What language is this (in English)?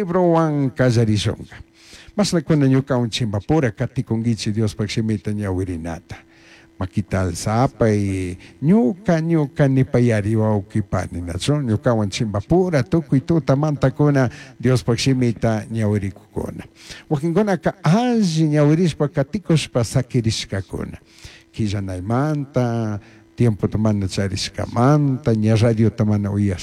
Chimborazo Highland Quichua